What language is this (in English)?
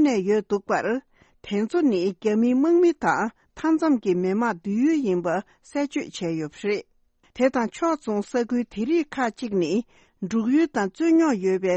Tibetan